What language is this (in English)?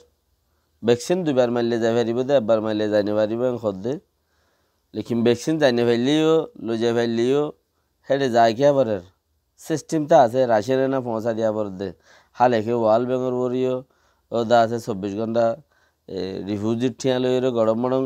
Rohingya